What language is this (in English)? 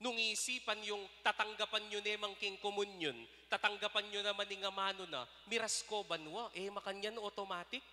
Pampanga